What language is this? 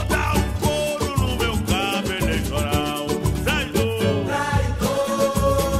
Portuguese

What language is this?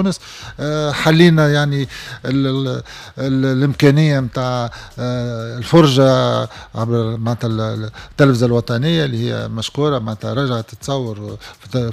Tunisian Arabic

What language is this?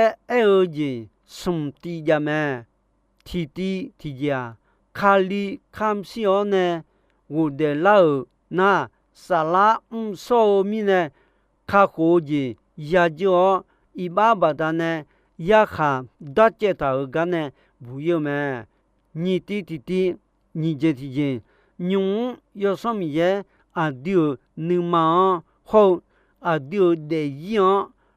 Akha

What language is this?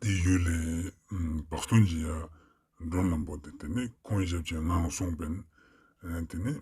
Ladakhi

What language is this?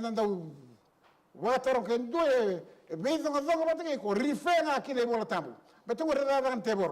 Fijian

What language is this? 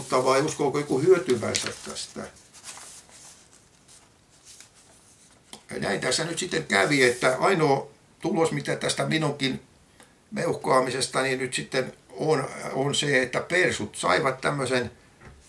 Finnish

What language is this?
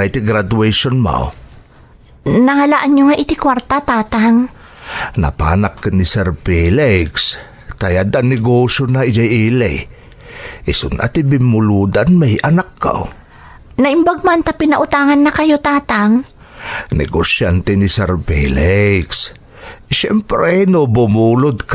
Iloko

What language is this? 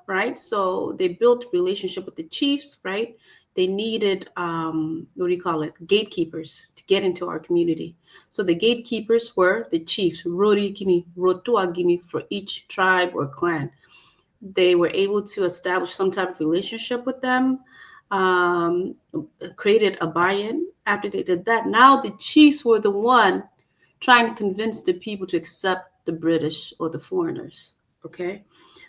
Acoli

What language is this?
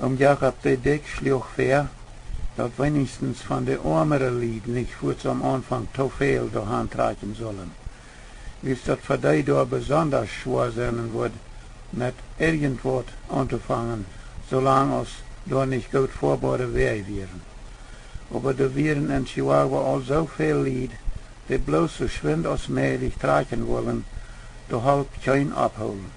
Plautdietsch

